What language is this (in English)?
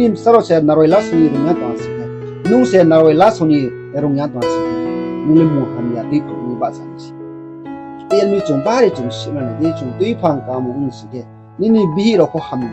Riang (India)